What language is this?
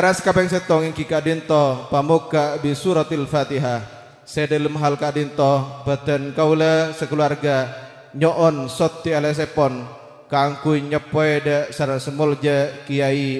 Madurese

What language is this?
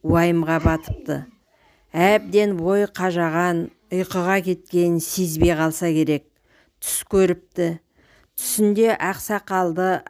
Kazakh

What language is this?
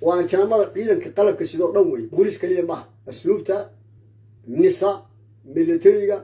Somali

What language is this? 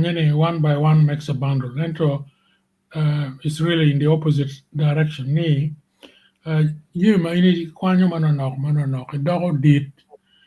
Acoli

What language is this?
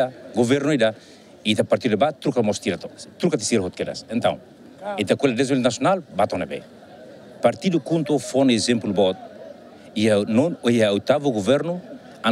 Tetum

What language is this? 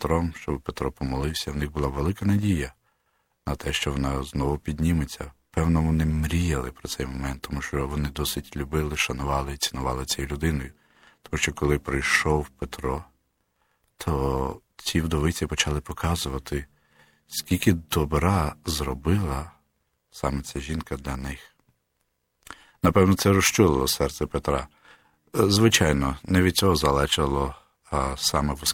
Ukrainian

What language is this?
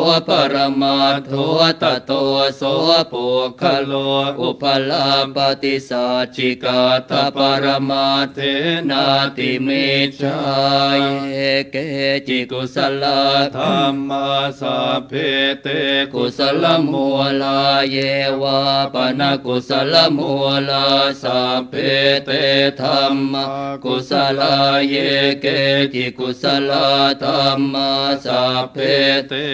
Pali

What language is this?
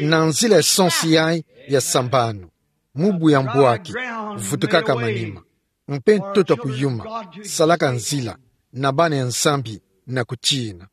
Kituba (Democratic Republic of Congo)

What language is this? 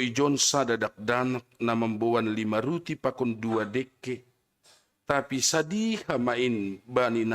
Batak Simalungun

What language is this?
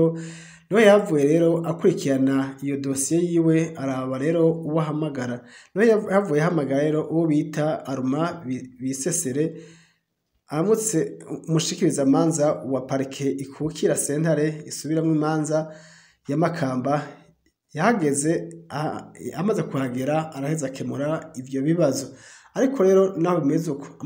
Rundi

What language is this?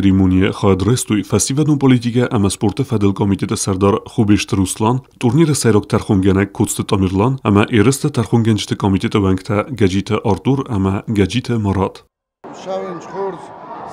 Ossetic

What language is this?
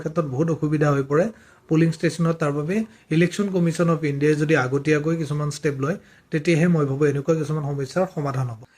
Assamese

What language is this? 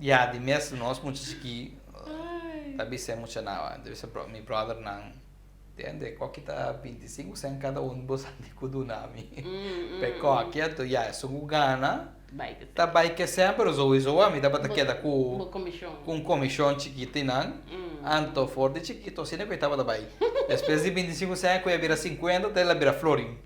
Papiamento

